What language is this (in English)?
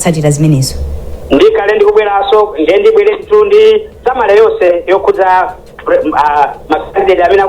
Nyanja